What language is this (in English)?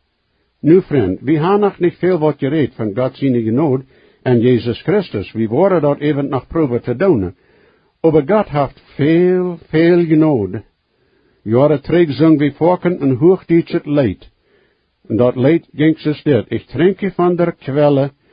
Plautdietsch